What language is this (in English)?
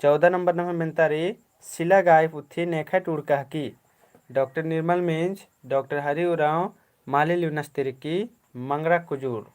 Kurukh